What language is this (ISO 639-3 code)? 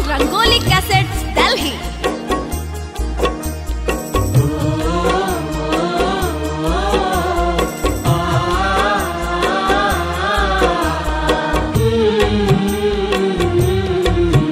bho